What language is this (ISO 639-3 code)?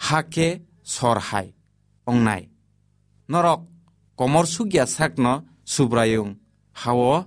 trp